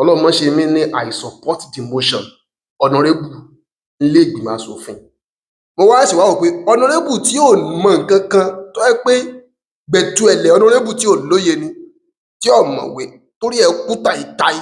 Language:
Yoruba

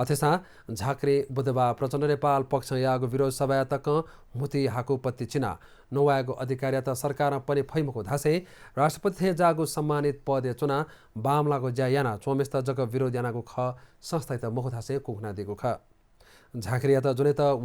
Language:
Newari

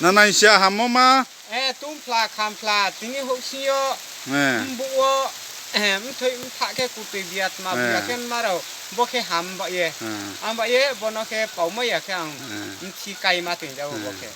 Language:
Riang (India)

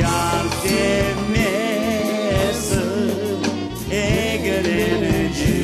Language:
Crimean Tatar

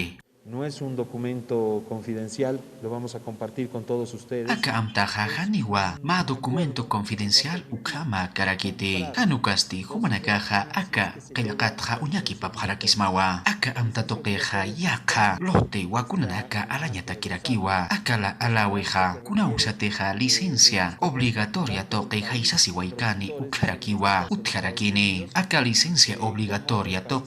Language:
Aymara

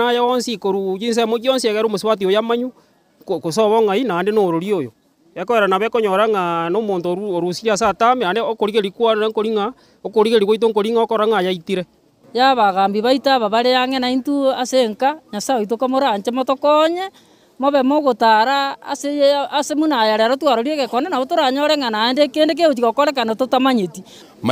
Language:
Gusii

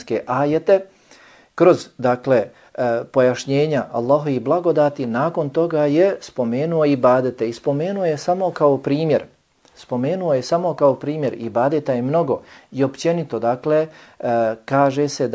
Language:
Bosnian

